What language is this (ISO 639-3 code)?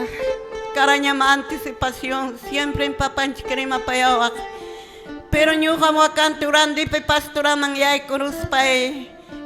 que